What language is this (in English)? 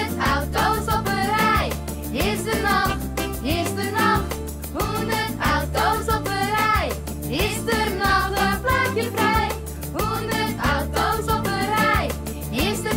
Western Frisian